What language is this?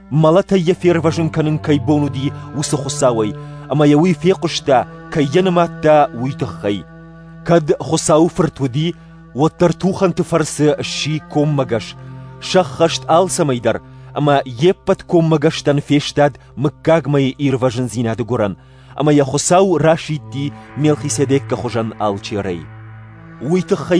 Ossetic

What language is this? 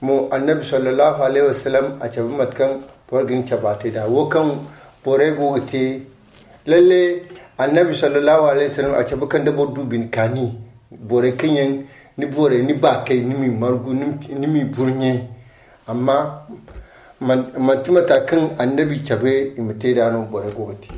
Zarma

